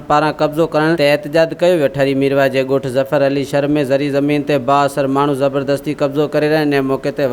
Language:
Sindhi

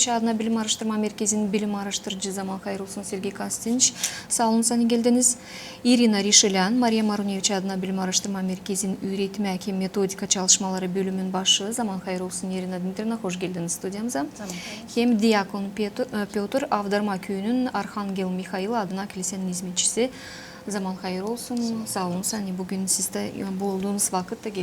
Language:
Gagauz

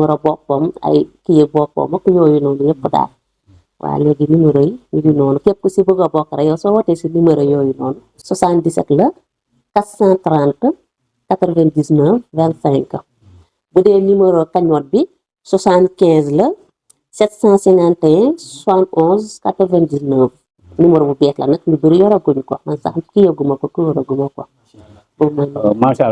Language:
Wolof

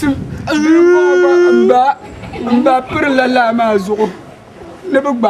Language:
Dagbani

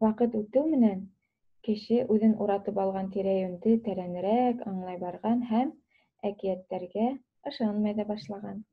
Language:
Bashkir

